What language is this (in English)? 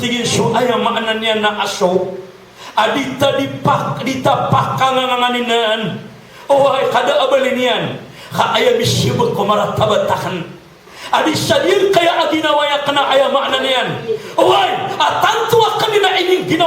Maranao